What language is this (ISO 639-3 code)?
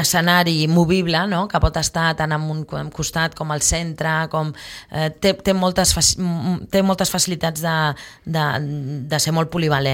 cat